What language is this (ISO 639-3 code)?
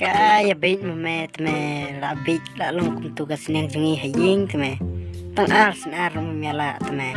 kha